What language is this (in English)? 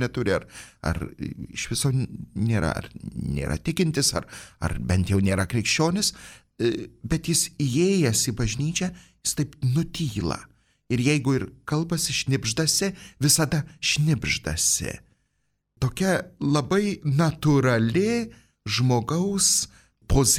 Lithuanian